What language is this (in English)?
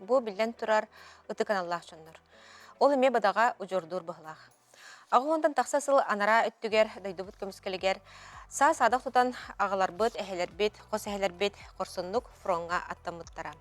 Yakut